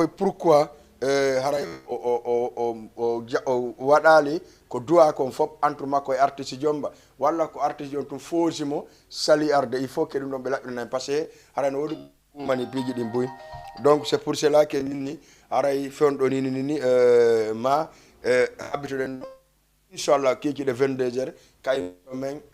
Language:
Fula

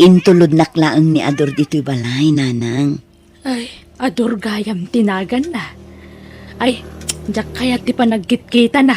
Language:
Iloko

